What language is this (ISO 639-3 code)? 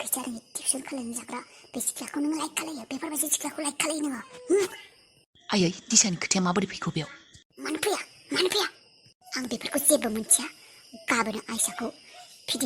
brx